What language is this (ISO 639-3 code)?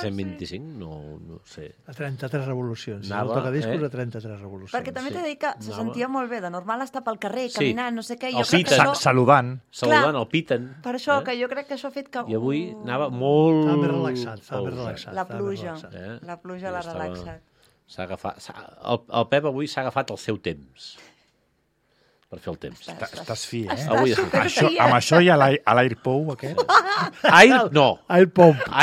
cat